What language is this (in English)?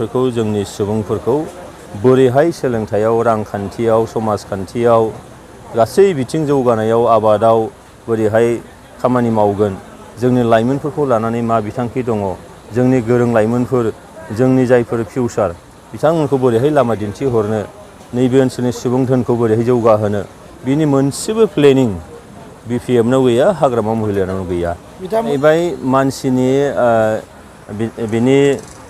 Bodo